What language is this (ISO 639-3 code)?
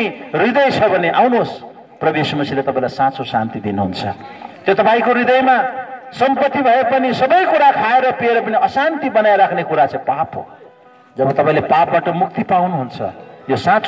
nep